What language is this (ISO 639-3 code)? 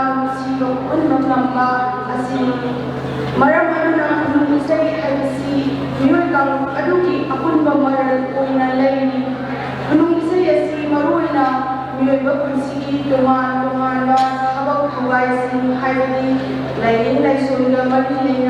mni